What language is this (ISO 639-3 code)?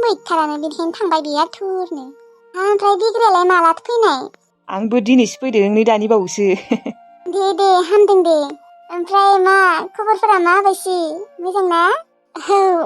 brx